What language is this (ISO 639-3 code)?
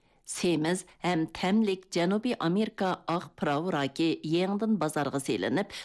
uig